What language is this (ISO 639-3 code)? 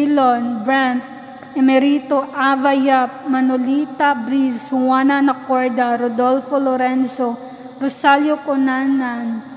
ceb